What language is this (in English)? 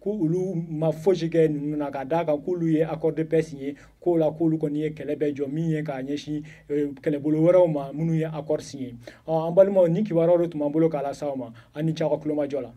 Bambara